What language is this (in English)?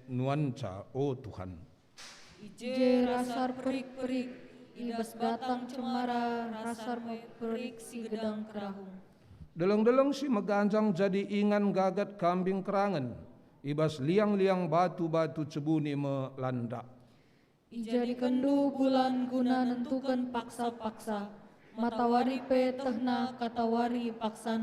Batak Karo